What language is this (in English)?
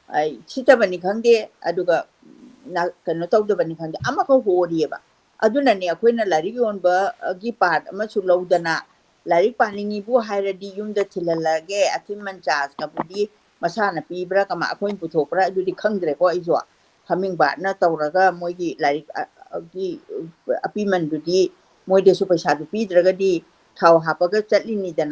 Manipuri